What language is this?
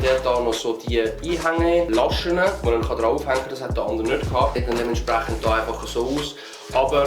Swiss German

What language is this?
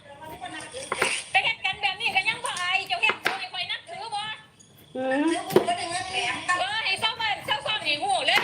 Lao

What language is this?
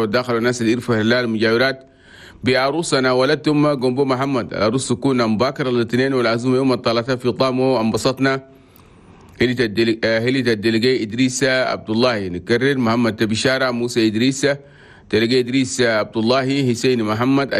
Chadian Arabic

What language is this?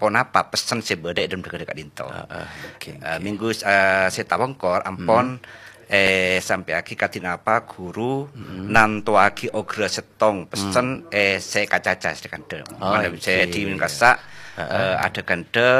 Madurese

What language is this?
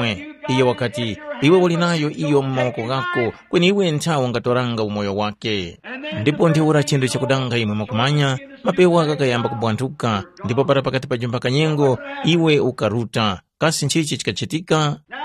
Tumbuka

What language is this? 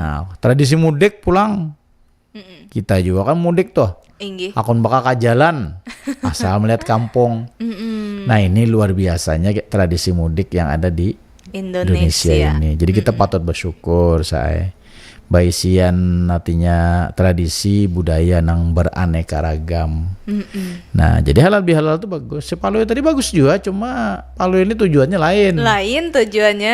Banjar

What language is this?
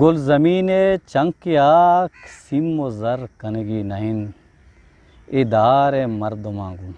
Eastern Balochi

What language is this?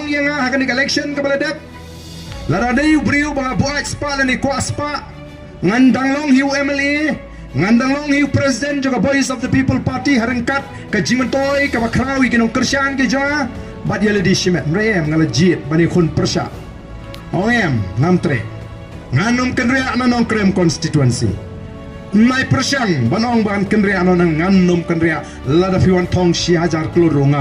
Khasi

